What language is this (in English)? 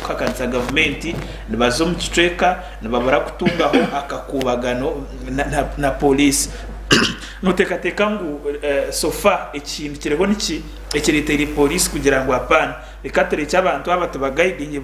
Nyankole